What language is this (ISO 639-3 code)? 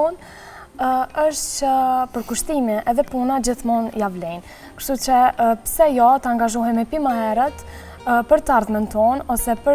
sqi